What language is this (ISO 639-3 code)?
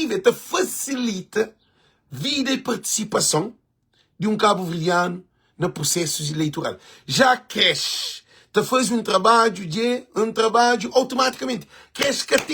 kea